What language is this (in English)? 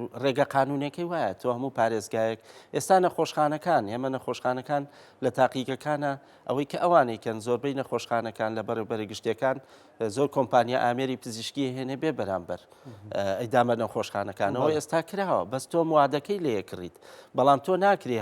Central Kurdish